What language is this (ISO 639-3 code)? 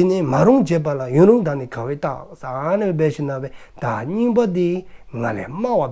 dzo